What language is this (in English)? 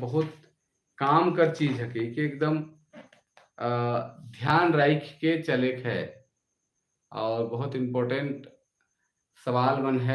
Sadri